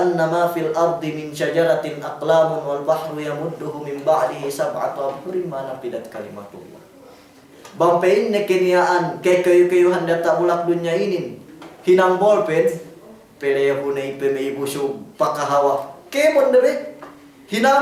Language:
Yakan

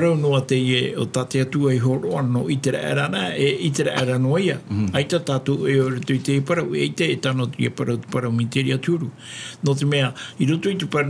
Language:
Tahitian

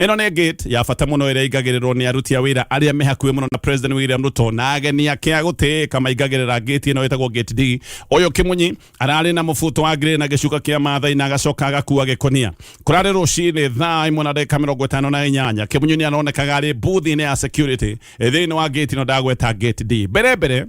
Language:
Kikuyu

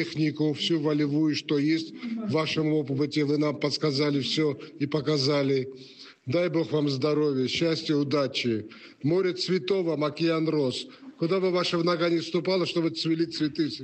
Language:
Russian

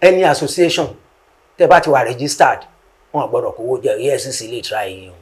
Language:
Yoruba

